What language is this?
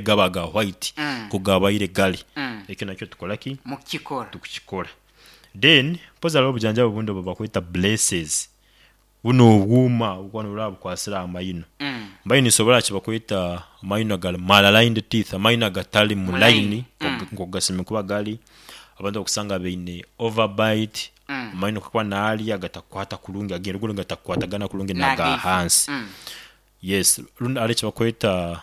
Nyankole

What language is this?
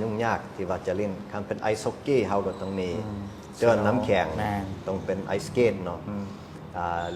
Lao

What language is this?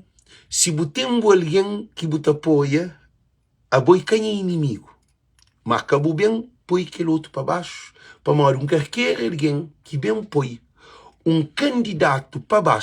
Kabuverdianu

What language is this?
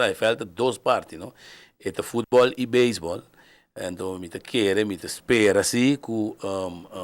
Papiamento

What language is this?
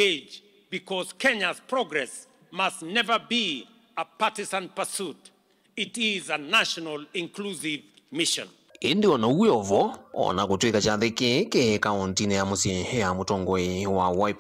Kamba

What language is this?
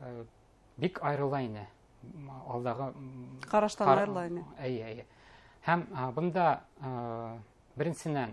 Bashkir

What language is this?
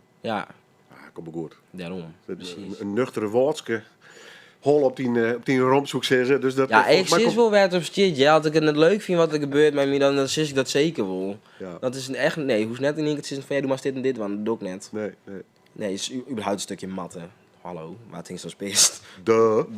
Western Frisian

